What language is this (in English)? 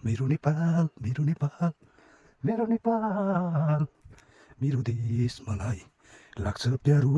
Nepali